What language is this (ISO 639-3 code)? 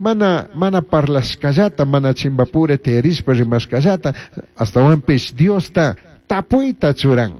qug